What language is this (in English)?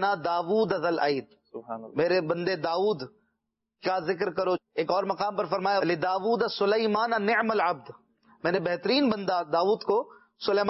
Urdu